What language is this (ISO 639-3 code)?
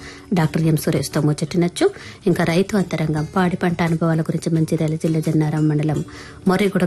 tel